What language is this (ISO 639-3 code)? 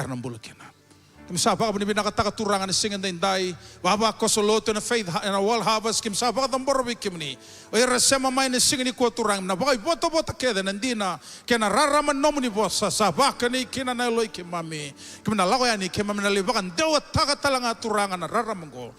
fij